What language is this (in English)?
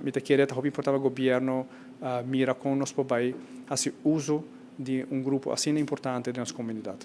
Papiamento